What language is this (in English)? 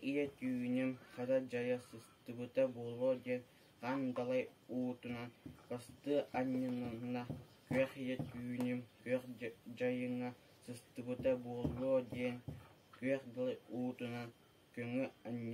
Yakut